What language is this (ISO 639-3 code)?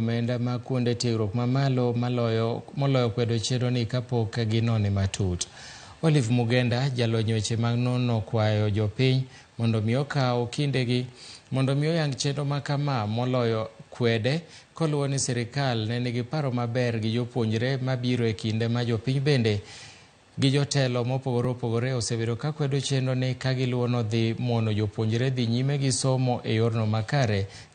luo